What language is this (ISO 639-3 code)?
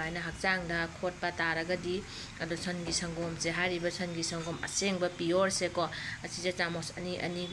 mni